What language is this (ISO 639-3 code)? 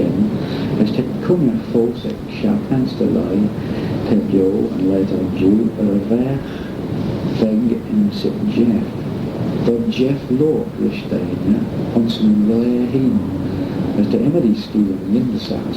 glv